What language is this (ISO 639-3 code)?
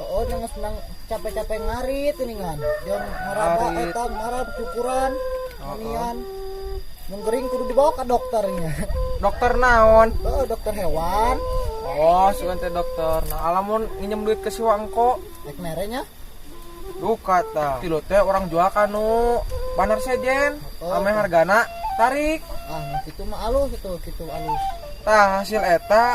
sun